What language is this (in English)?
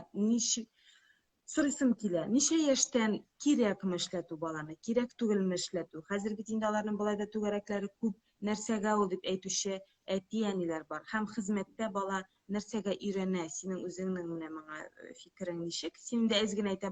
Tatar